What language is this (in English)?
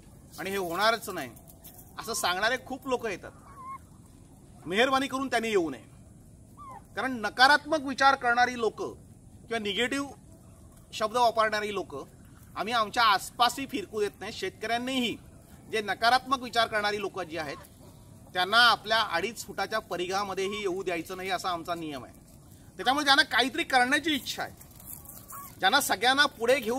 Marathi